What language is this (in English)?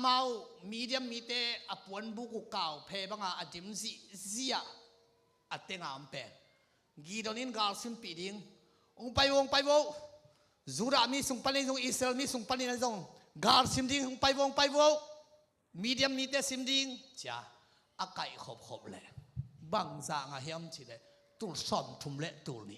Tedim Chin